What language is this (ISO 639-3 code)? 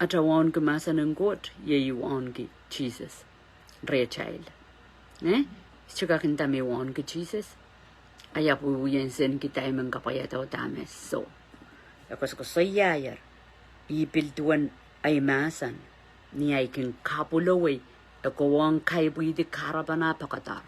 pon